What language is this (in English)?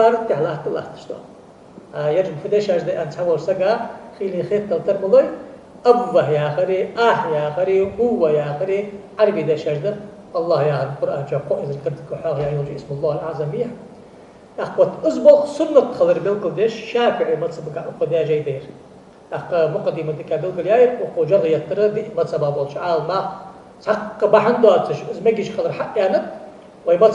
Ingush